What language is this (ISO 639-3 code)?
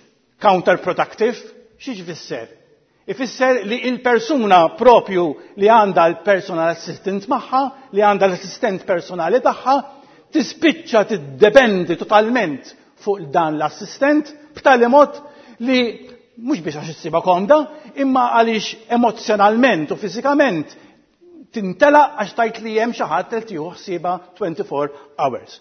mlt